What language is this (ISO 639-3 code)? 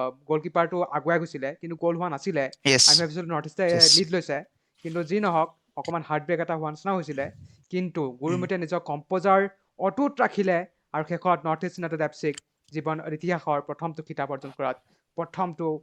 asm